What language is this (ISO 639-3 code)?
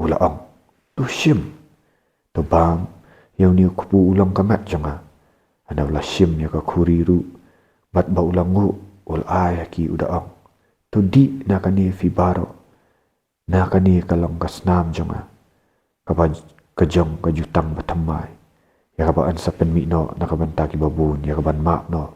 kha